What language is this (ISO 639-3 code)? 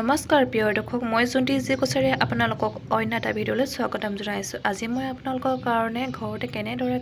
asm